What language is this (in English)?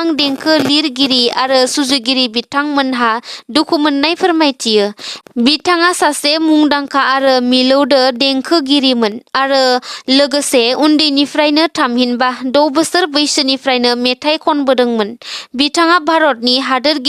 Bodo